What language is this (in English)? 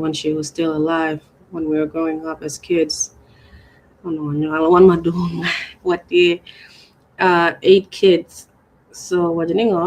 Acoli